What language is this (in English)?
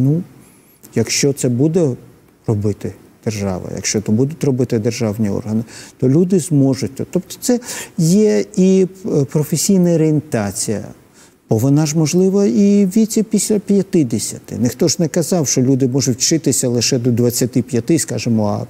Ukrainian